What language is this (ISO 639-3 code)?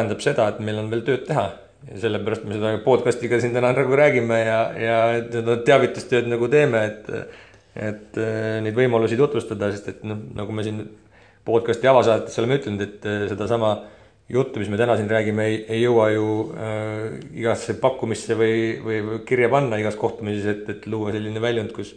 est